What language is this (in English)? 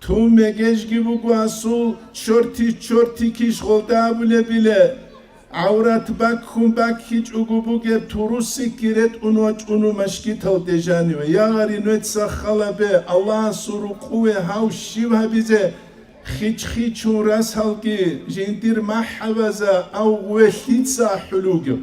Avaric